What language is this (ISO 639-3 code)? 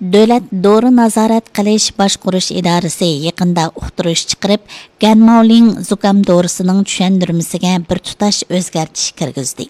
uig